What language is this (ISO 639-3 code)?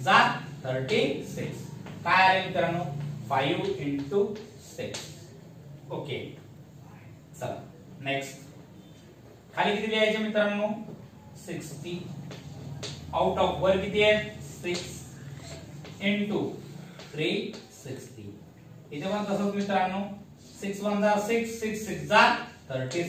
mar